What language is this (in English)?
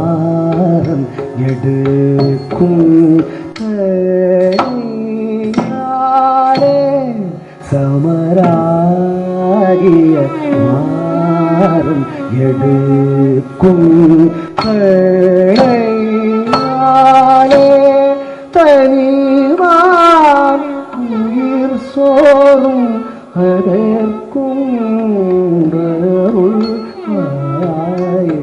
Tamil